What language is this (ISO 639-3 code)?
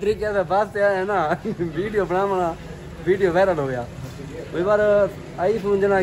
skr